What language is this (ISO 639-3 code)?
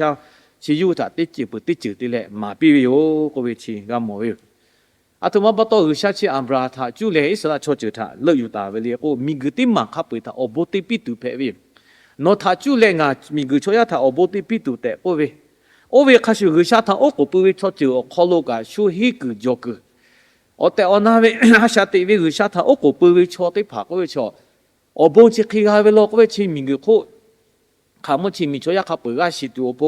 lhu